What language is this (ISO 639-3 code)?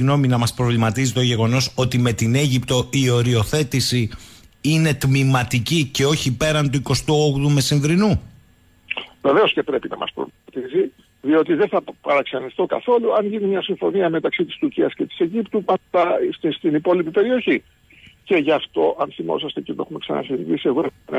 ell